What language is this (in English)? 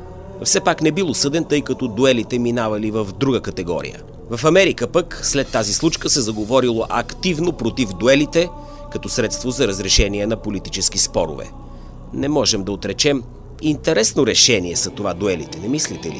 Bulgarian